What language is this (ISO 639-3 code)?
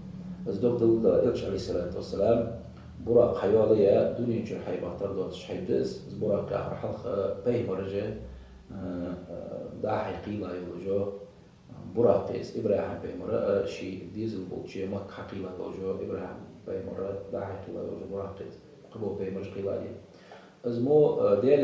inh